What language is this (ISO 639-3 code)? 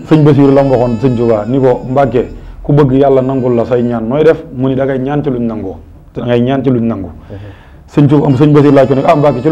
wol